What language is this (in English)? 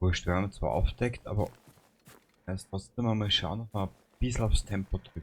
Bavarian